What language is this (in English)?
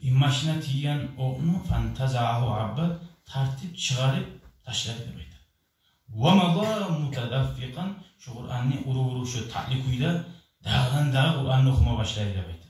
Kumyk